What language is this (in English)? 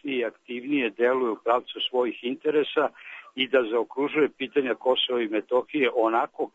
Serbian